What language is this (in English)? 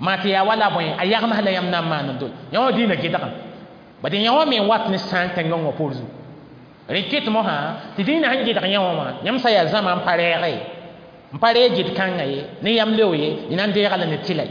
Mossi